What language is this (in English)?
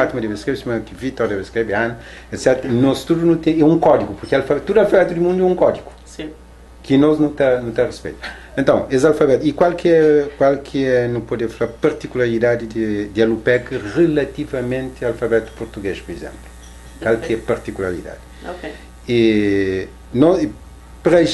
Kabuverdianu